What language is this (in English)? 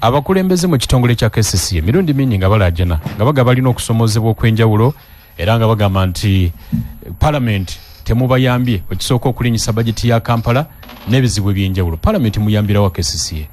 Ganda